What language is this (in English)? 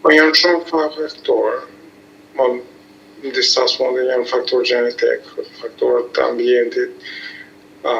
Albanian